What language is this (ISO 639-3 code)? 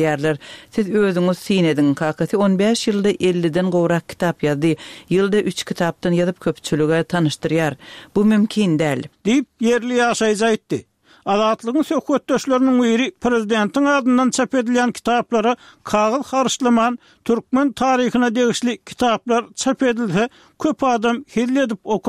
tuk